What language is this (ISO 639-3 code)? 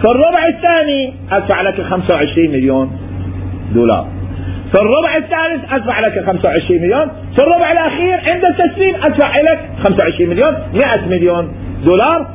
acm